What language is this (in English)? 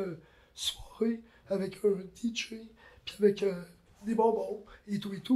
French